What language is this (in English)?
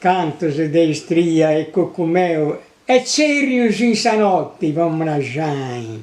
Sardinian